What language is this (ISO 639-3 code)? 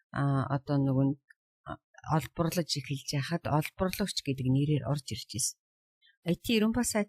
mon